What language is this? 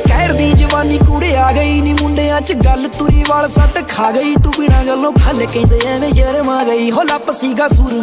Punjabi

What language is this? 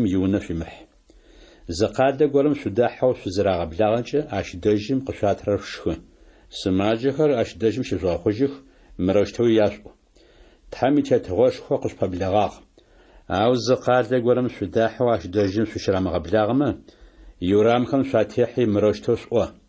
Adyghe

